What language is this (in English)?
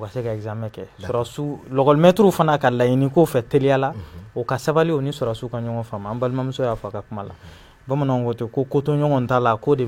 Bambara